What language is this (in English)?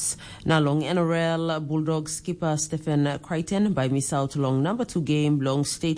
Tok Pisin